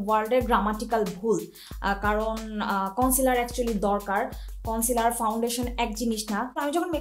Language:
Bangla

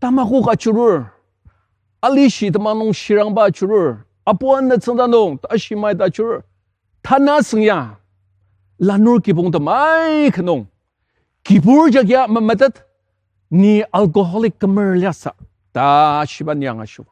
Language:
Ao Naga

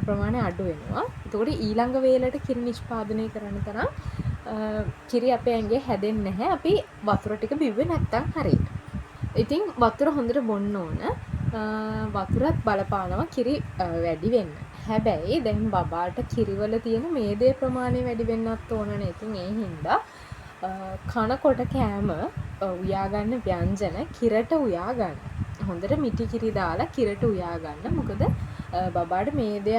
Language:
Sinhala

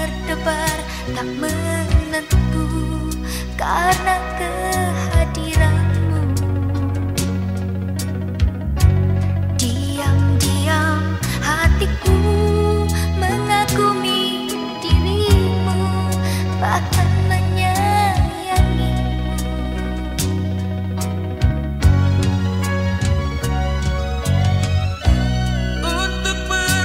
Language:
Indonesian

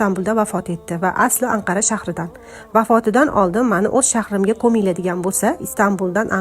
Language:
Uzbek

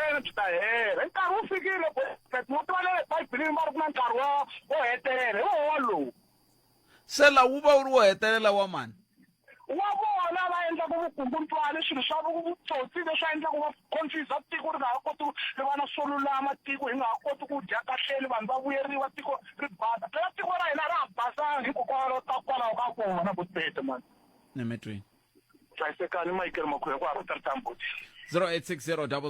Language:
Tsonga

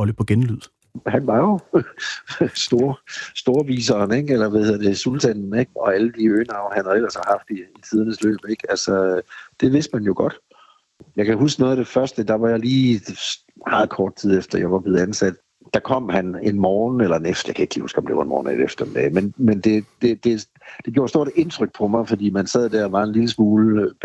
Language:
Danish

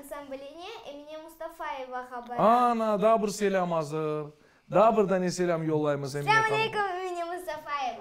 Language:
Crimean Tatar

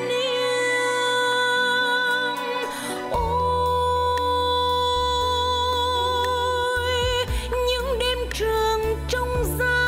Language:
Vietnamese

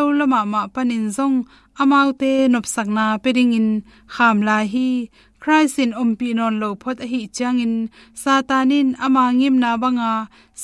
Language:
Tedim Chin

